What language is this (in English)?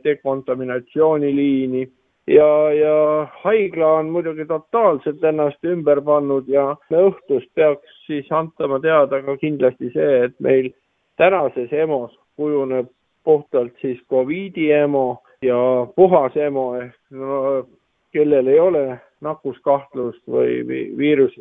Estonian